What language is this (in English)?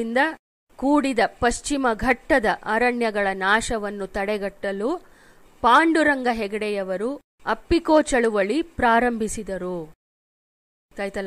Kannada